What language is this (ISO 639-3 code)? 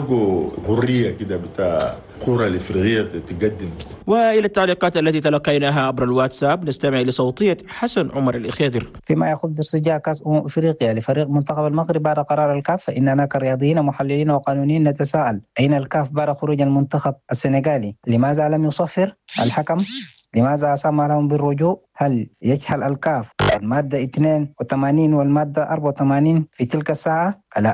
shu